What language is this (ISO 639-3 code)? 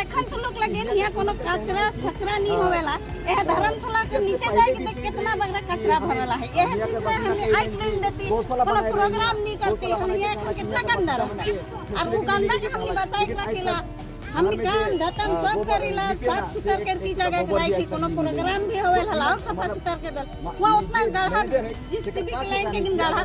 sck